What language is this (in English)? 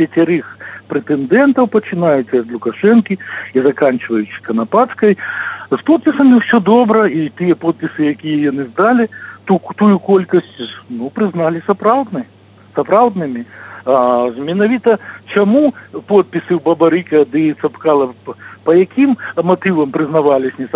Belarusian